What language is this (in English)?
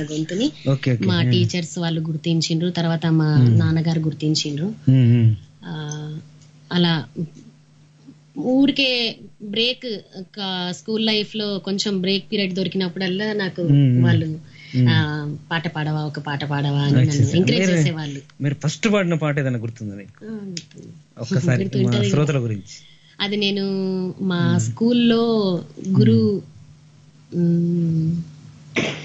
Telugu